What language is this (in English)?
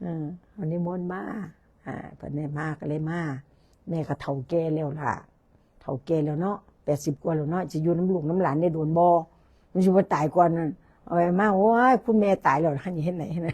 Northeastern Thai